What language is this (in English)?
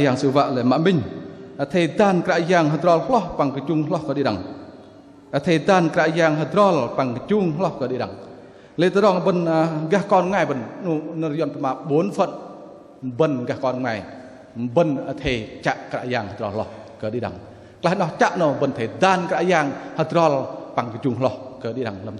Bahnar